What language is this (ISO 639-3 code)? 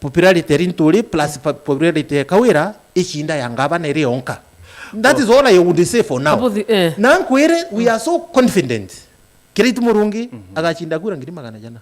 mer